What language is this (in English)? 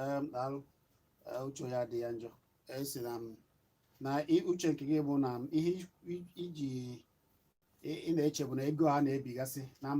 Igbo